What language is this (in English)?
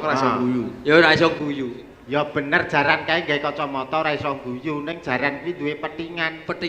Javanese